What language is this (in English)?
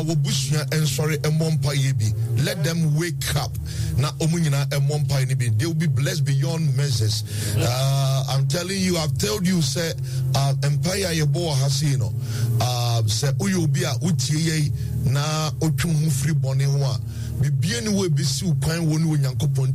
Akan